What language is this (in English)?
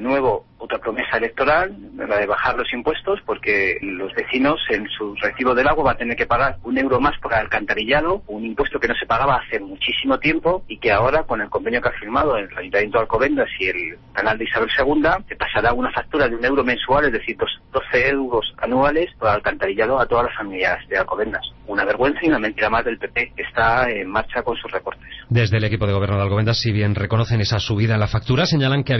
Spanish